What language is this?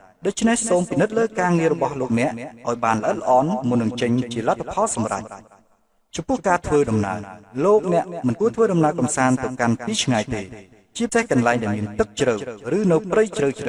Khmer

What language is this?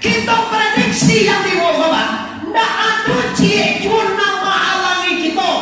Minangkabau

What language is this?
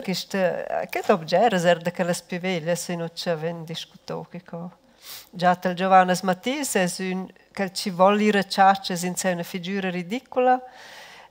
Romansh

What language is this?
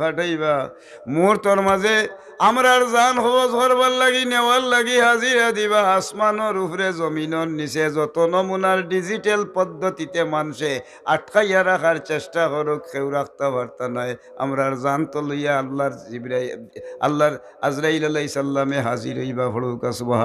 Sylheti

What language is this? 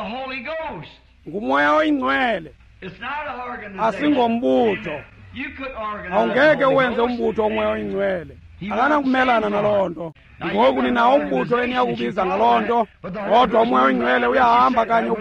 Xhosa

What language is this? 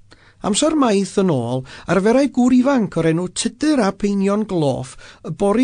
Welsh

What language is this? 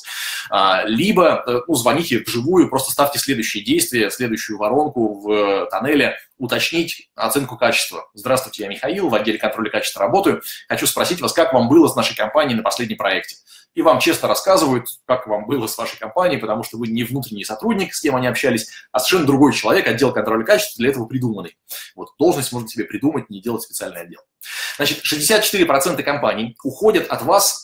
Russian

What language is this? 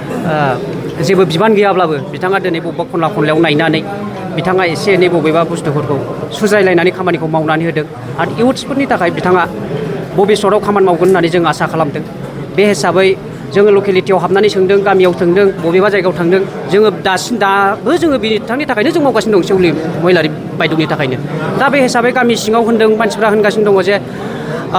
Bodo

